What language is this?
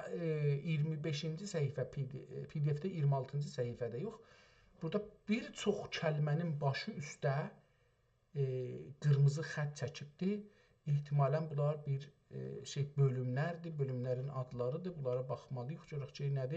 South Azerbaijani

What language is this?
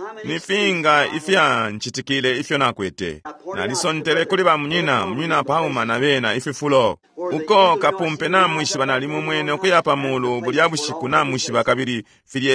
Bemba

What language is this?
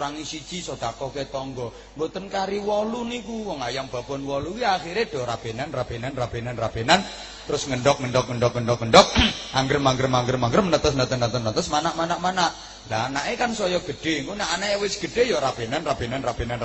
Javanese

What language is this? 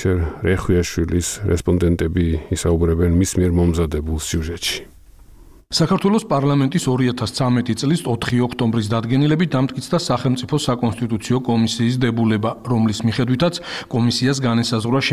Georgian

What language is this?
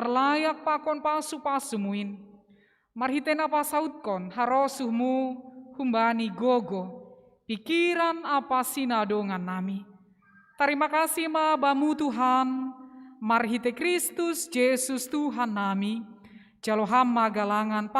Batak Simalungun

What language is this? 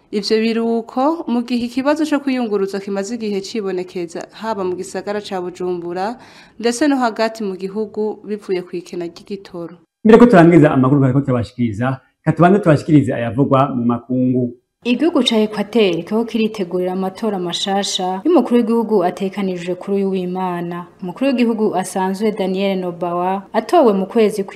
Rundi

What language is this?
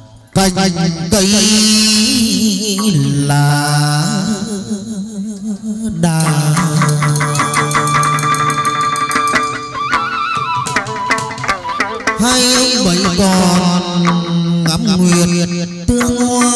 Vietnamese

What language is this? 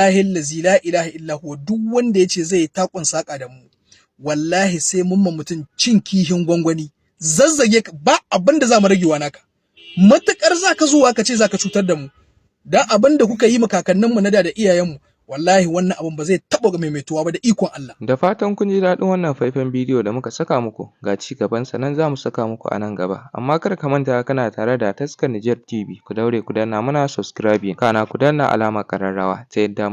Hausa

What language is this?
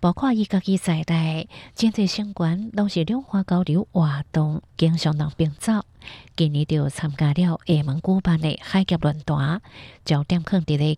Hakka Chinese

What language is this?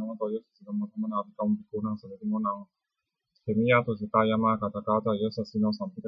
Pali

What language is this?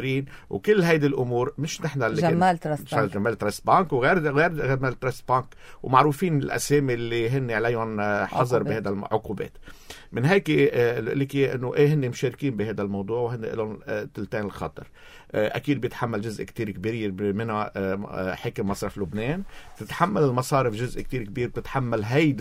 North Levantine Arabic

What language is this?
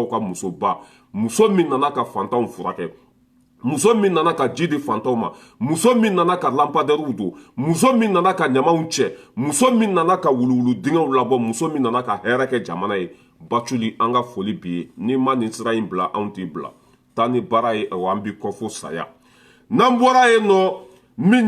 Bambara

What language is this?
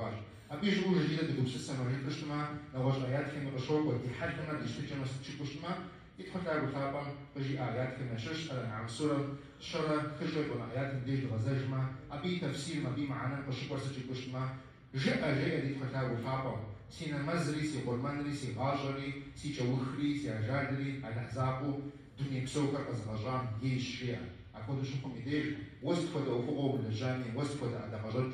Kabardian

